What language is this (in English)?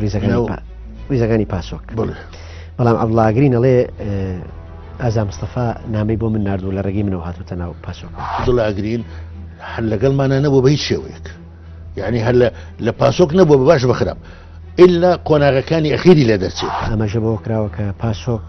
Central Kurdish